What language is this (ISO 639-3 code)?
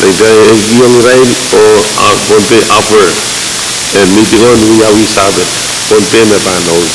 pon